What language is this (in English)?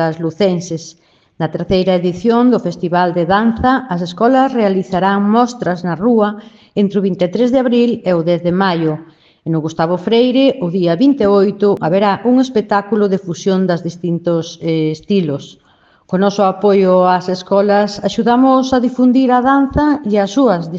Galician